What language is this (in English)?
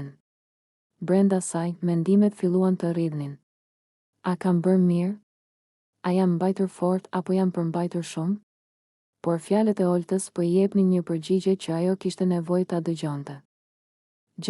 Albanian